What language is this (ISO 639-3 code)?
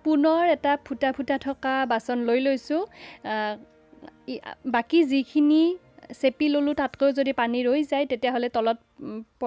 asm